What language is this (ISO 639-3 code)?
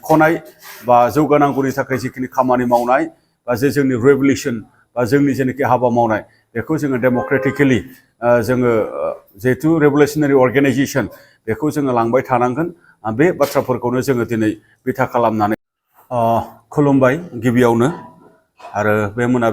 brx